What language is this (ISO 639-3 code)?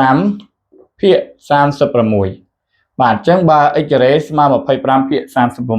khm